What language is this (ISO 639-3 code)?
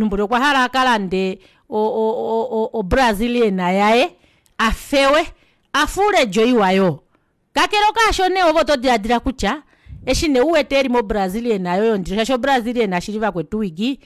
kua